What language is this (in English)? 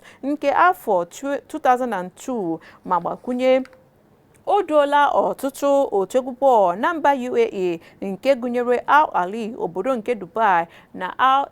Igbo